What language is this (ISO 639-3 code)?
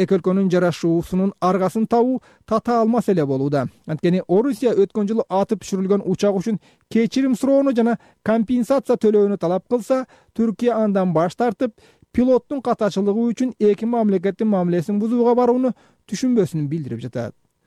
kir